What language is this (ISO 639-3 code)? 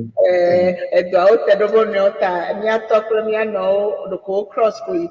ewe